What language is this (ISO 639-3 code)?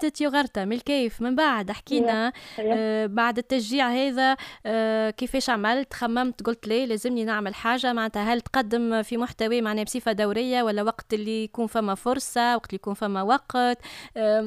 aeb